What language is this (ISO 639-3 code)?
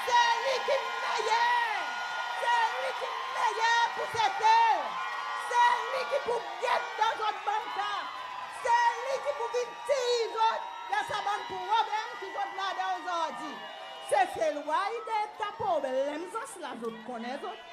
crs